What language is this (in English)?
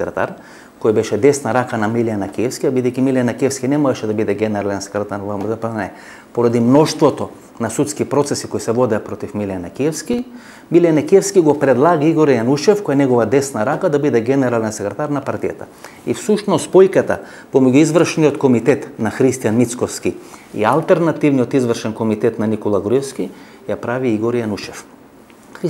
Macedonian